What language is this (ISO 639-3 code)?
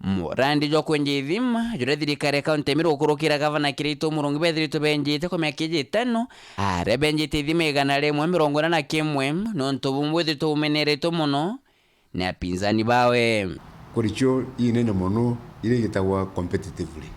mer